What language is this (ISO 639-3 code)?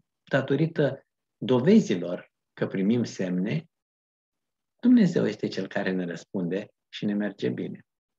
ron